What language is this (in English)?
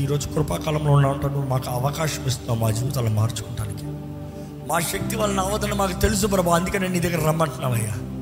Telugu